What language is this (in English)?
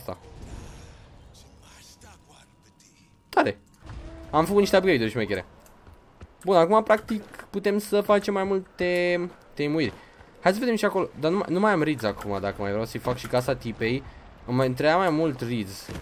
Romanian